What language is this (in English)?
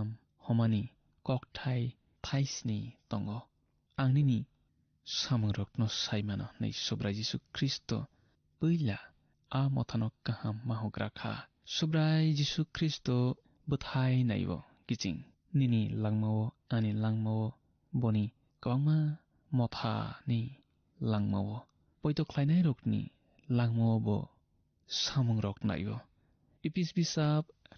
Kok Borok